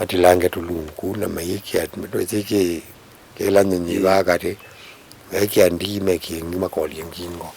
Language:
Kamba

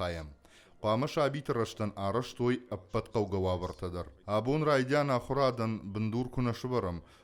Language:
Ossetic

